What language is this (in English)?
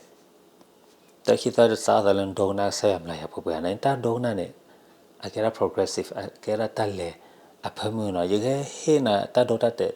S'gaw Karen